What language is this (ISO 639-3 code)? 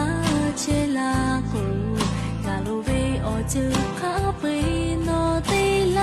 lhu